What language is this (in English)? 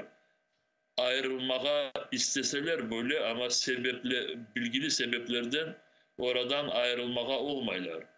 Crimean Tatar